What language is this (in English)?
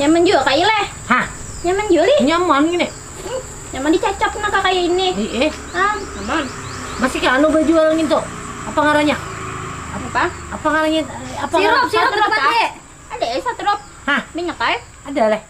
Banjar